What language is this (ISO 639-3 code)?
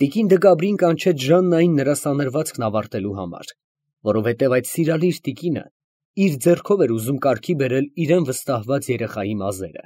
hye